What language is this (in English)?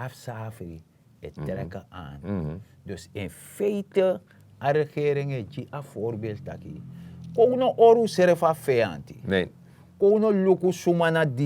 Sranan Tongo